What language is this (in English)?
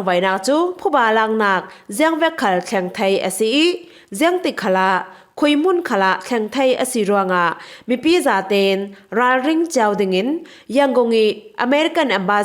Falam Chin